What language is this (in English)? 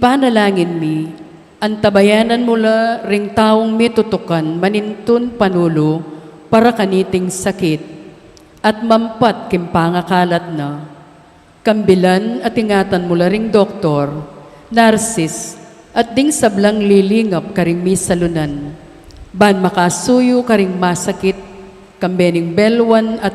Pampanga